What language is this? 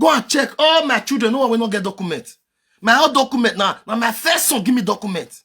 Nigerian Pidgin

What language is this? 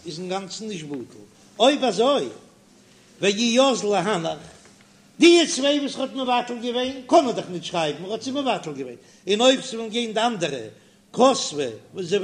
Yiddish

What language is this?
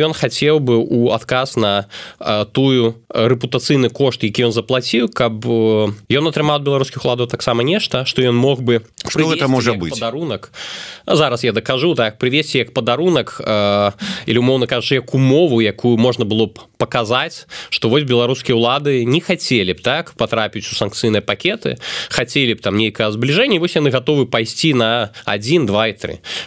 Belarusian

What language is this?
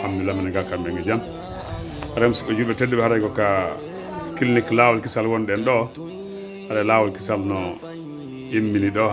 Pular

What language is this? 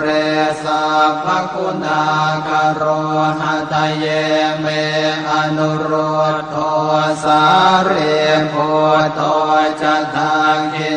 Pali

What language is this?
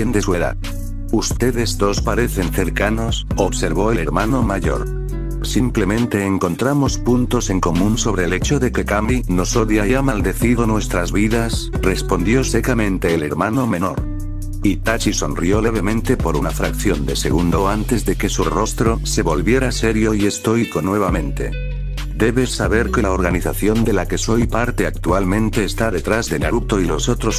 Spanish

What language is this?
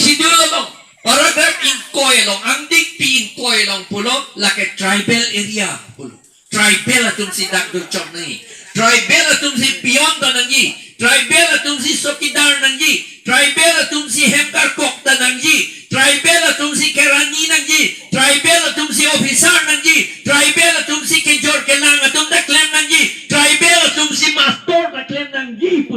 Karbi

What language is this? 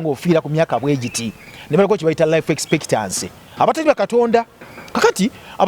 Ganda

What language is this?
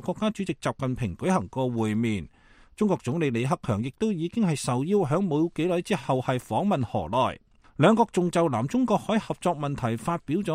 Cantonese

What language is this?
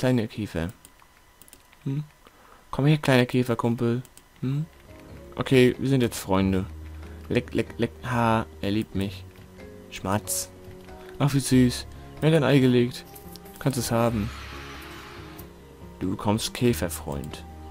German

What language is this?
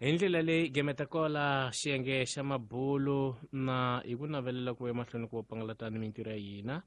Tsonga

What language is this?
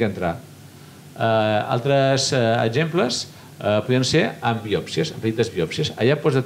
Catalan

